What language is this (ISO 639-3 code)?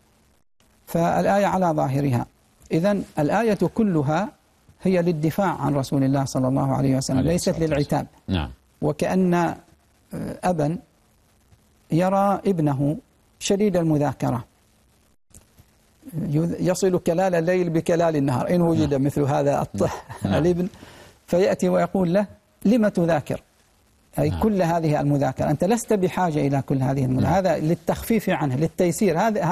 ara